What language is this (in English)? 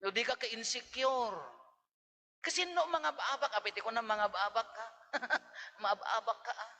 Iloko